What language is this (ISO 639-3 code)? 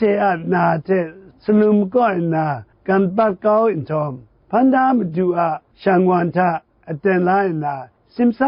kac